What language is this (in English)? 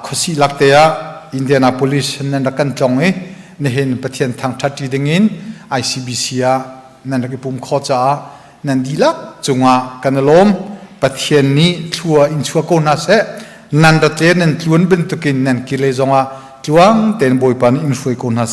Hakha Chin